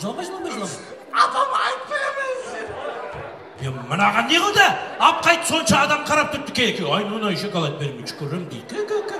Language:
Kara-Kalpak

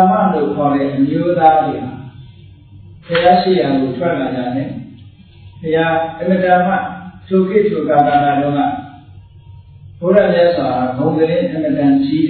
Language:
Burmese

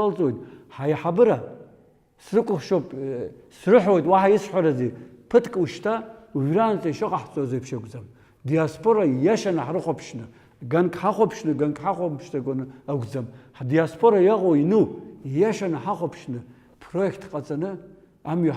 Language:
Abkhazian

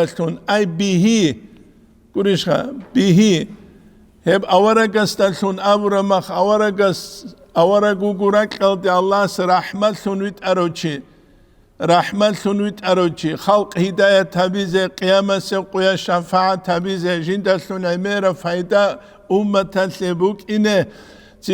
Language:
Avaric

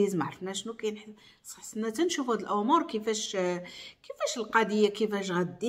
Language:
Moroccan Arabic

